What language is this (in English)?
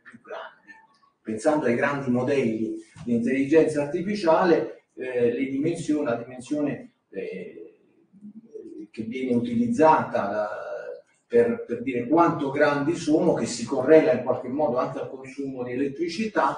Italian